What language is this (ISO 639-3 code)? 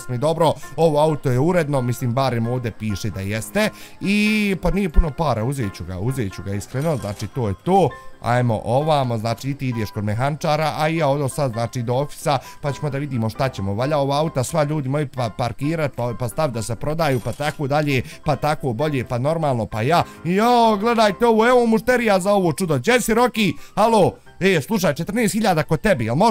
bos